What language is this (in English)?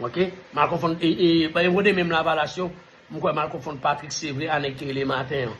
Haitian Creole